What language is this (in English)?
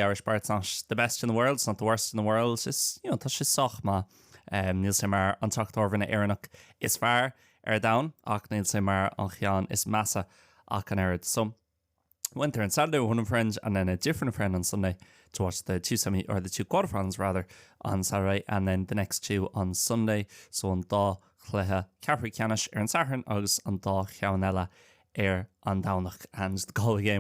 Irish